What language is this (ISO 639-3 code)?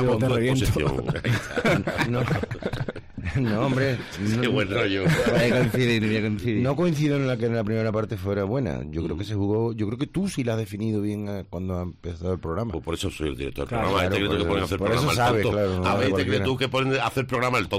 spa